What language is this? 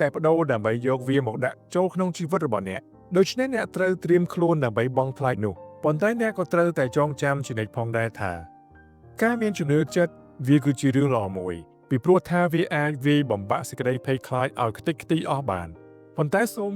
Khmer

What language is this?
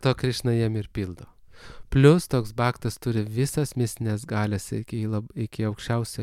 Lithuanian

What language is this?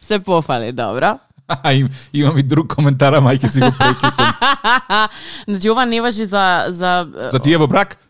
Macedonian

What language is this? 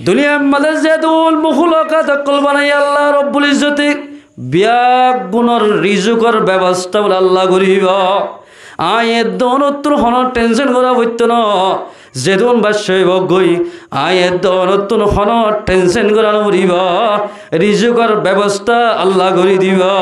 Rohingya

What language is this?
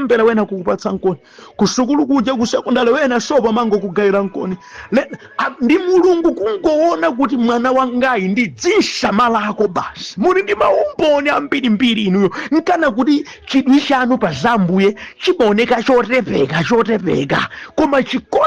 Nyanja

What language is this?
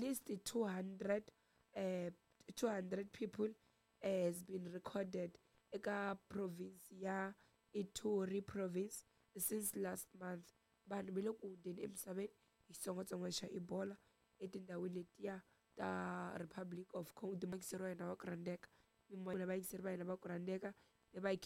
Tsonga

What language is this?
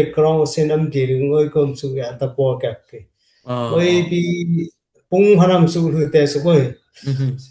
Dimasa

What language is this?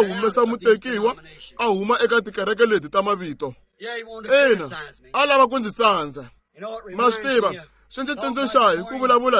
Tsonga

